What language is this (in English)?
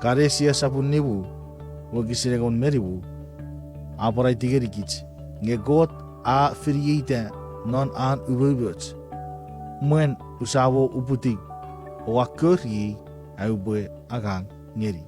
Chuukese